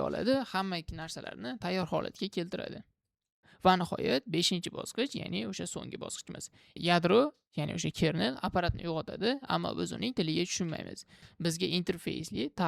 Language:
Uzbek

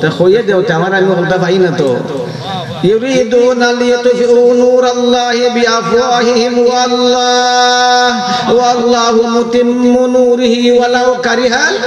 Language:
Sylheti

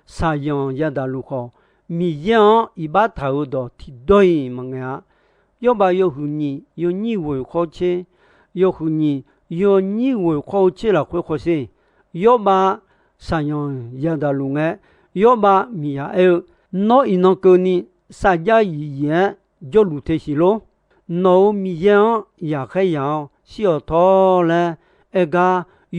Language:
Akha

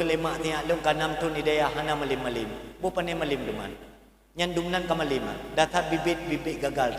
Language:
Achinese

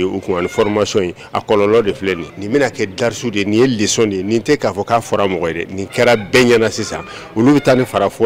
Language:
Bambara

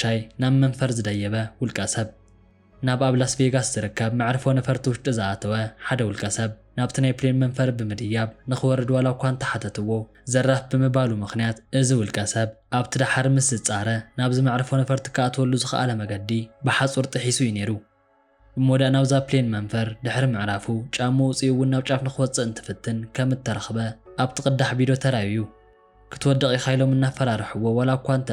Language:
Tigrinya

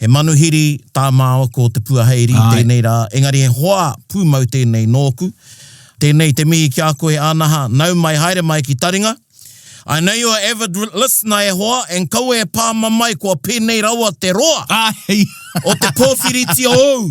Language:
Māori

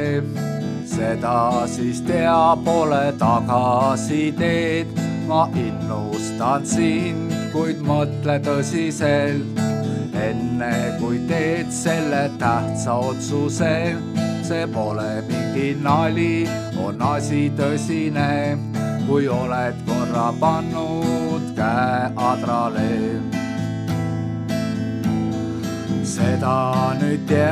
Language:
Estonian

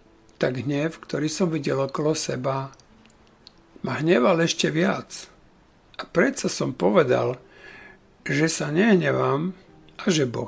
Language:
Slovak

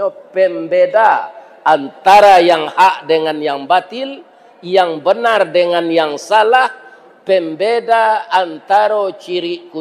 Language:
Minangkabau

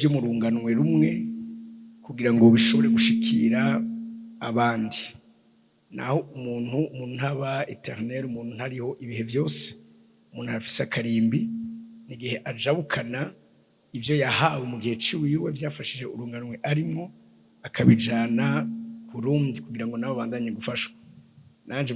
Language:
Rundi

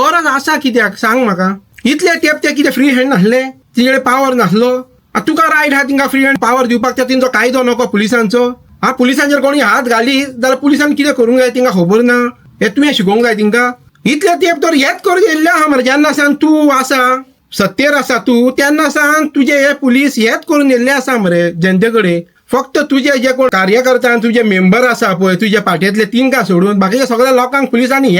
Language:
Konkani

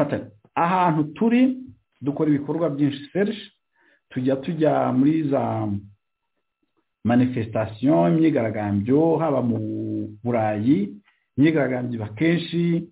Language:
Kinyarwanda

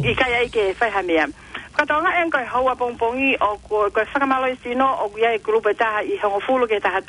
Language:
Tongan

